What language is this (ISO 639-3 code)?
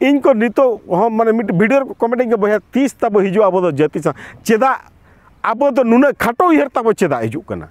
sat